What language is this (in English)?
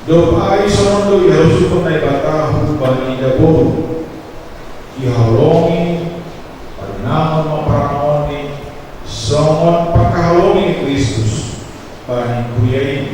Batak Simalungun